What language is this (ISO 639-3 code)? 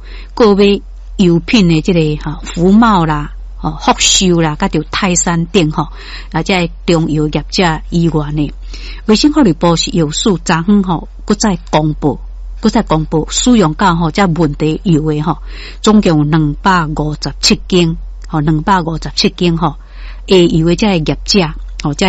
nan